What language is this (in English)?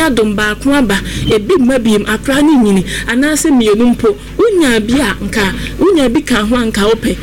Akan